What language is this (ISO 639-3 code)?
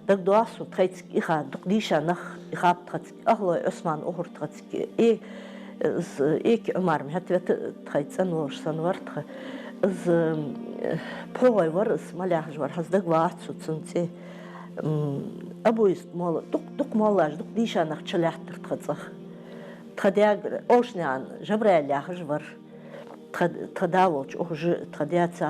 inh